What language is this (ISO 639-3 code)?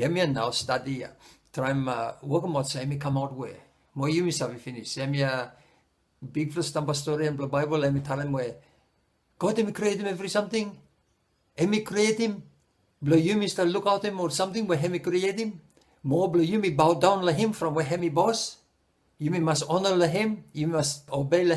bis